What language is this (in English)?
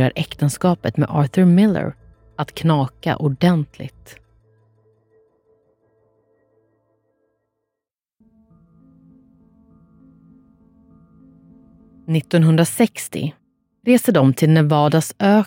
Swedish